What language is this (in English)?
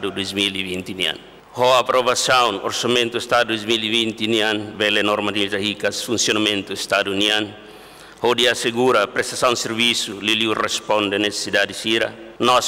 Tetum